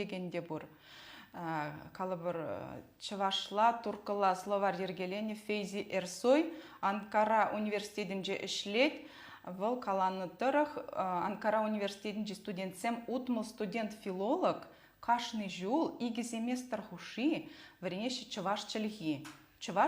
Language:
Chuvash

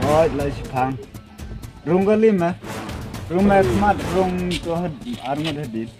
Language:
Khasi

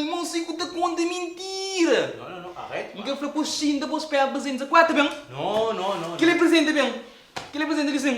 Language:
Kabuverdianu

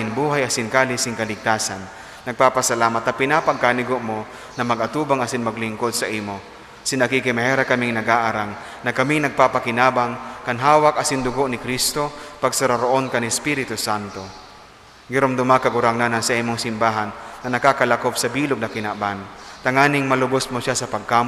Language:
Bikol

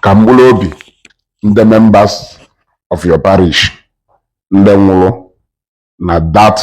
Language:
Igbo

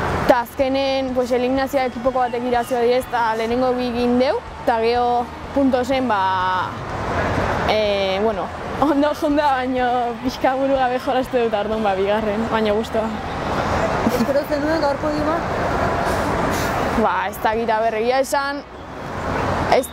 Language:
Basque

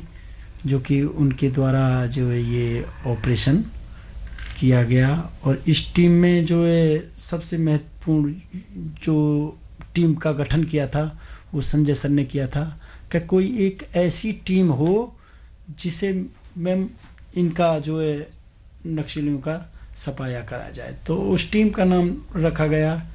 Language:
Hindi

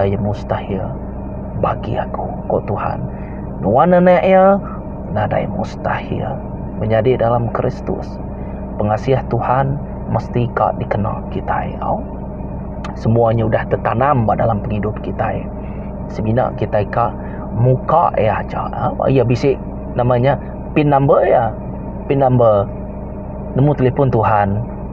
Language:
Iban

